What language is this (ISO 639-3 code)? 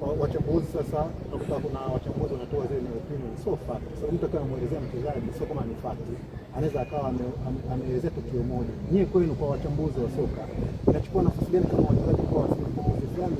swa